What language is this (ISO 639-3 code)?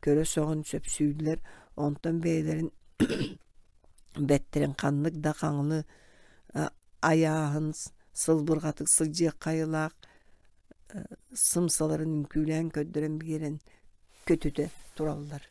sah